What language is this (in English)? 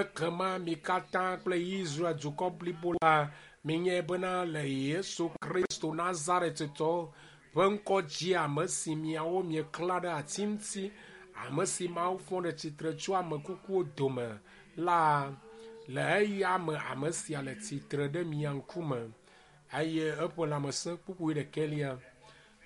Ewe